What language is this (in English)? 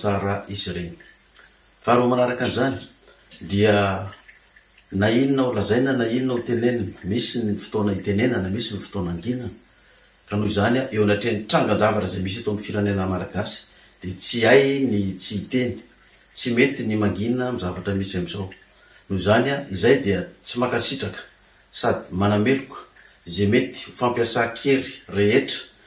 Malagasy